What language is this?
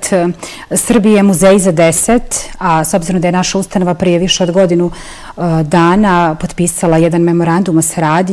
Bosnian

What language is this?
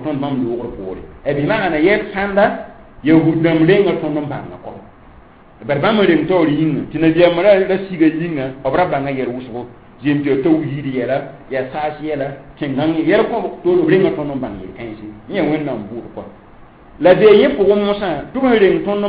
Mossi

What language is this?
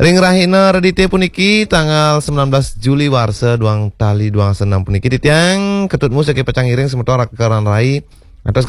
Balinese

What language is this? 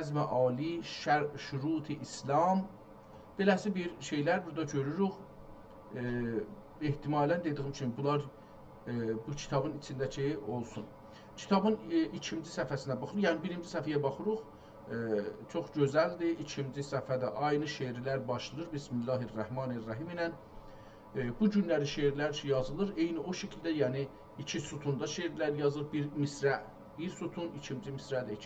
South Azerbaijani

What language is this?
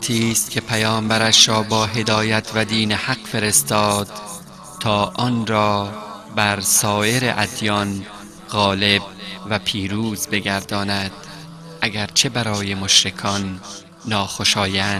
Persian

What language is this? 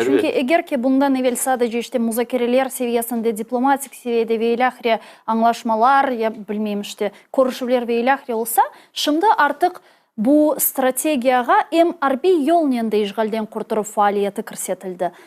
Crimean Tatar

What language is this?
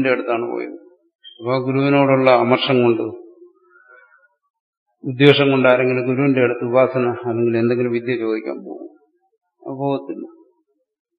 Malayalam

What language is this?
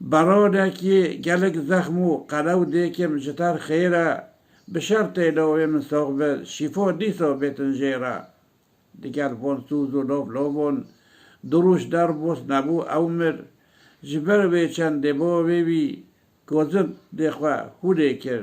Kurdish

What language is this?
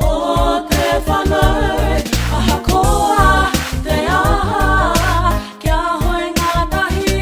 Māori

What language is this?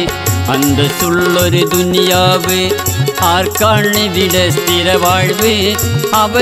Malayalam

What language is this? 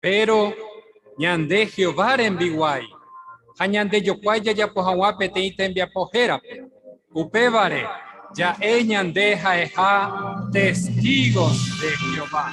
Guarani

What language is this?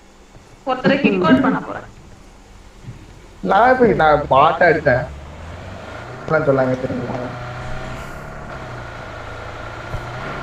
Tamil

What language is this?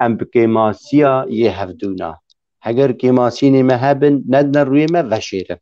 Kurdish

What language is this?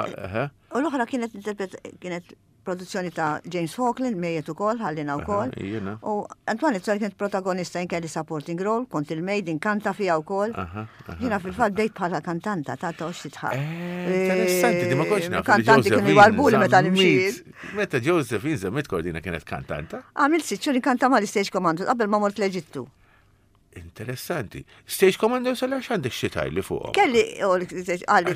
Maltese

